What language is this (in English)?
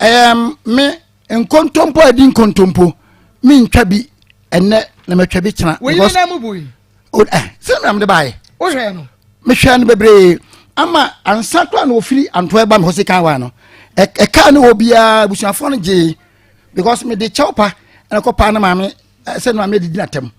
Akan